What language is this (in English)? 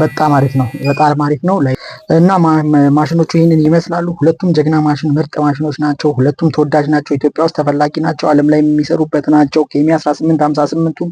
Amharic